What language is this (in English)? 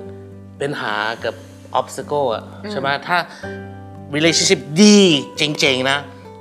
Thai